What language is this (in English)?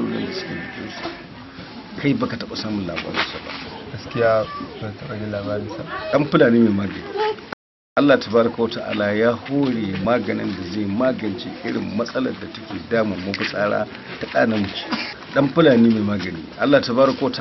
Hausa